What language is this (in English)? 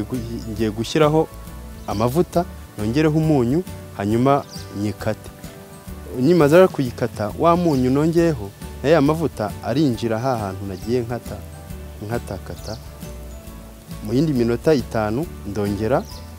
Kinyarwanda